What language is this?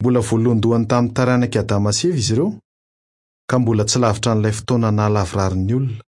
Malagasy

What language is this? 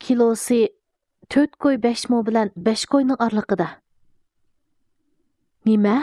Uyghur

